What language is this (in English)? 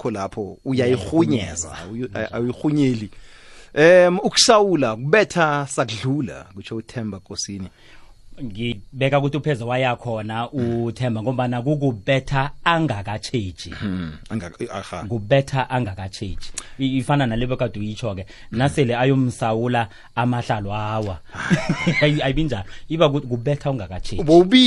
South Ndebele